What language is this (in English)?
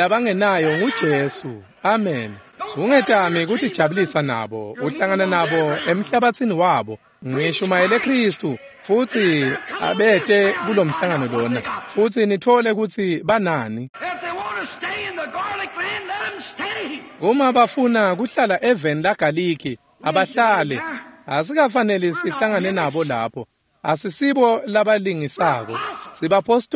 Swati